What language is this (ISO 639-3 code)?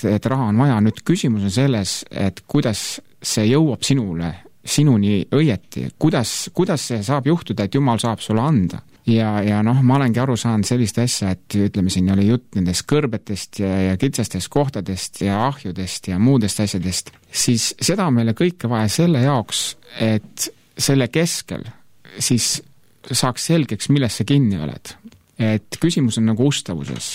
est